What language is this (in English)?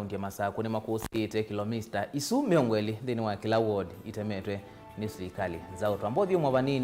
Kamba